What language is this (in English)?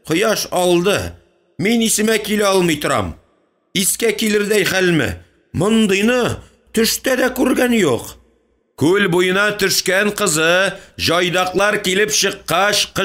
Tatar